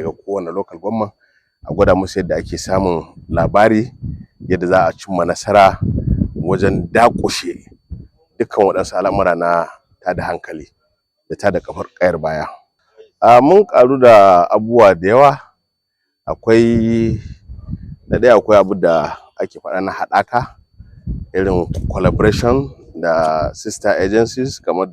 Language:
Hausa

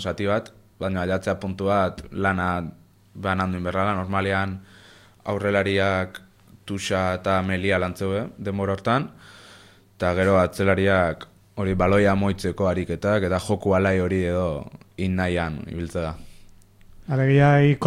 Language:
Basque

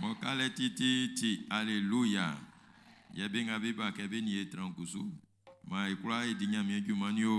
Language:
Baoulé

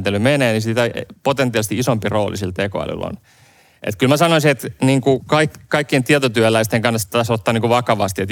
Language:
Finnish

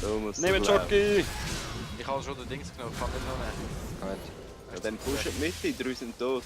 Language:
Swiss German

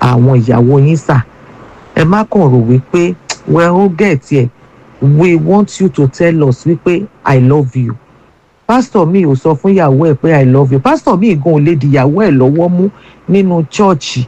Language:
Yoruba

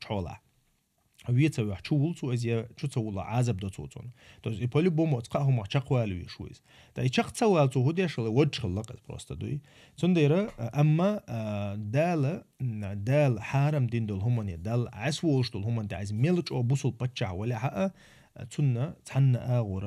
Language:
Chechen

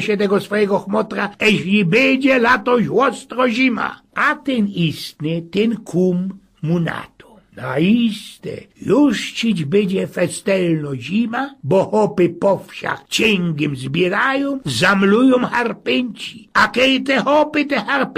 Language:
Silesian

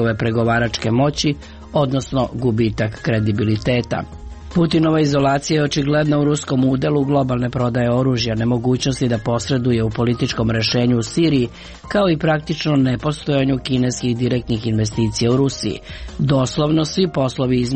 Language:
Serbian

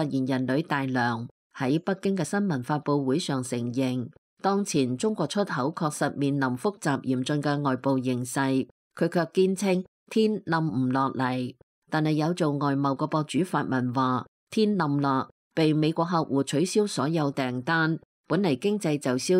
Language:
Cantonese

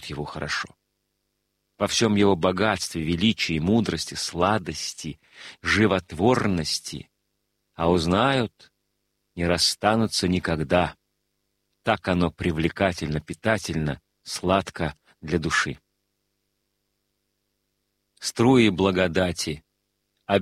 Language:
Russian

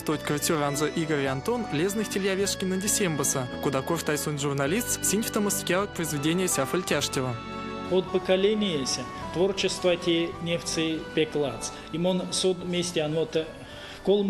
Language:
Erzya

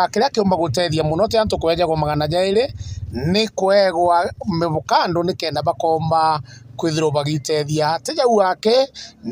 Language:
Meru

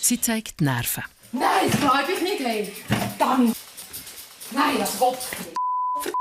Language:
Swiss German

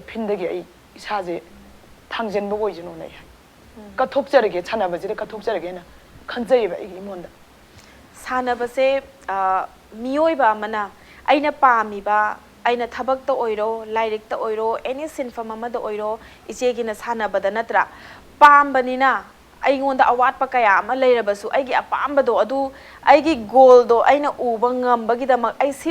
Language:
Manipuri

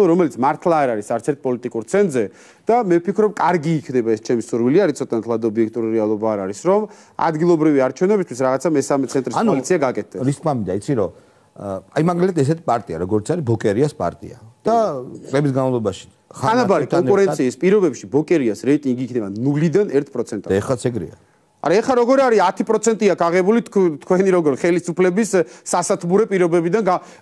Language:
Georgian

